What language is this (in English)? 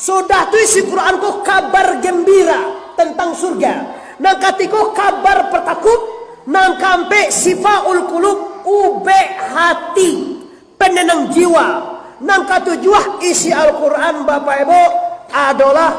Minangkabau